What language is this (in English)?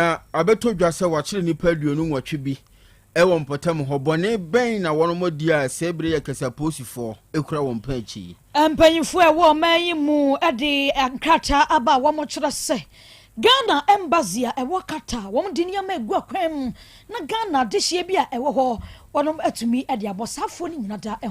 Akan